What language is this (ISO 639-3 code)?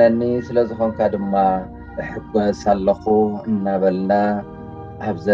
tir